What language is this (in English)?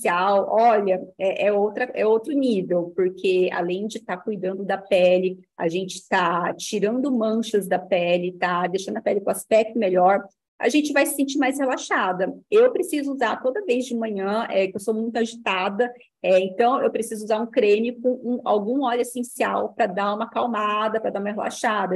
Portuguese